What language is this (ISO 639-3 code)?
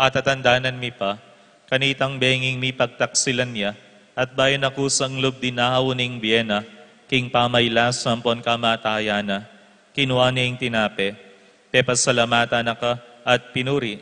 pam